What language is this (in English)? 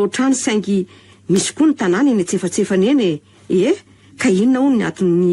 Malagasy